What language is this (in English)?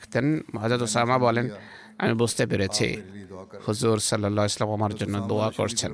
Bangla